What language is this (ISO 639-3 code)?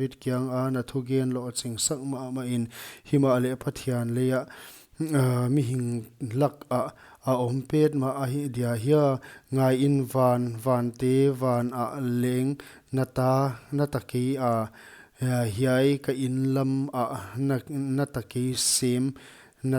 pck